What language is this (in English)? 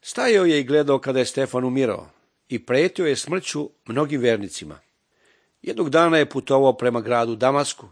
Serbian